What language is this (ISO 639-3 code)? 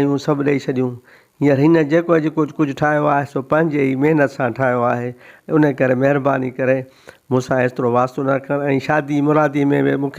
snd